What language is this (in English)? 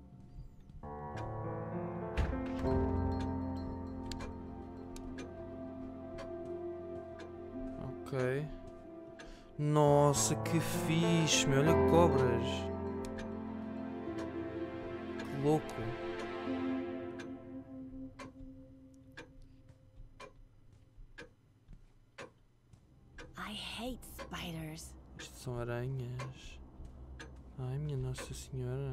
Portuguese